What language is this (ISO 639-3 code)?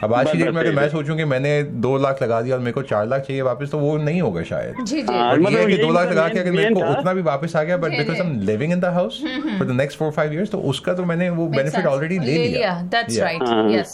hin